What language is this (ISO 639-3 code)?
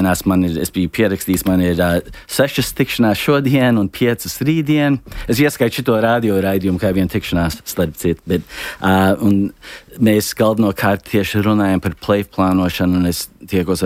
lav